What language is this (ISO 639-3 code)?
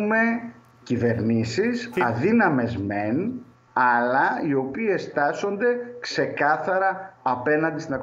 ell